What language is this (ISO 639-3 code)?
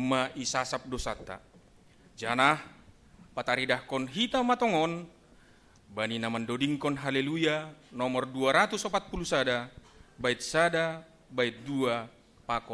bts